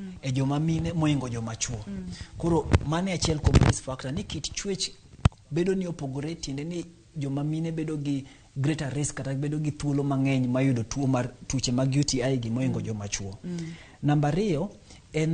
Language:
Luo (Kenya and Tanzania)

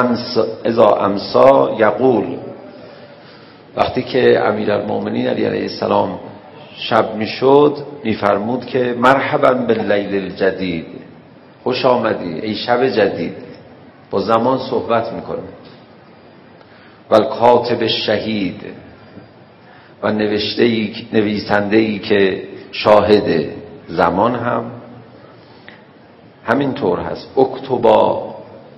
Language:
Persian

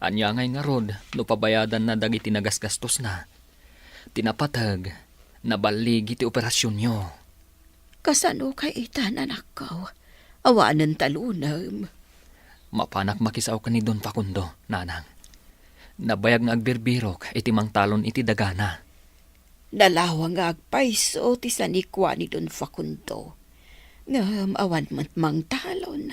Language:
Iloko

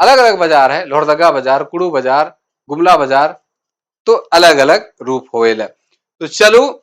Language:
Sadri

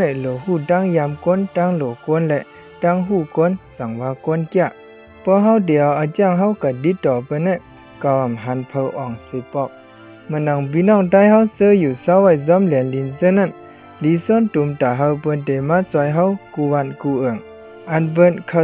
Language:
Shan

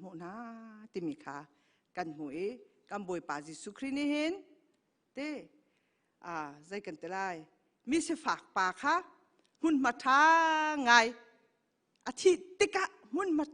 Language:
Hakha Chin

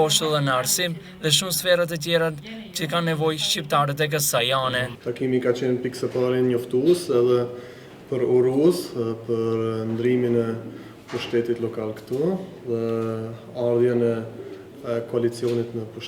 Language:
Albanian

